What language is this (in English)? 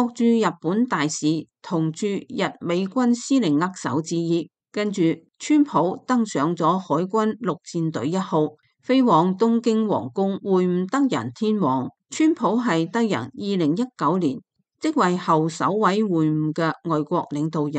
Cantonese